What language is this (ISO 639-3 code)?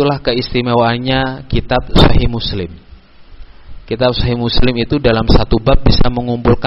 ind